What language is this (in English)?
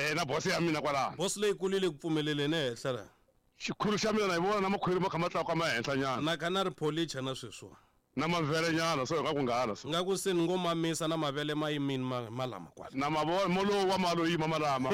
Tsonga